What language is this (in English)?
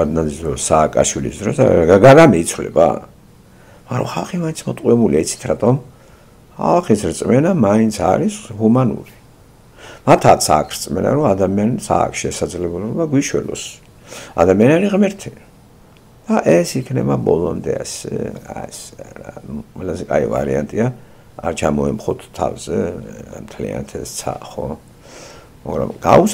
Georgian